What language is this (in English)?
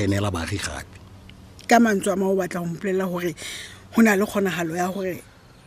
Tswana